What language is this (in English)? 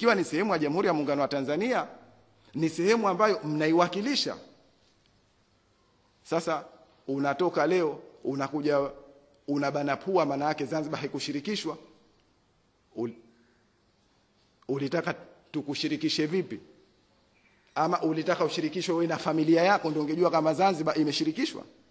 Swahili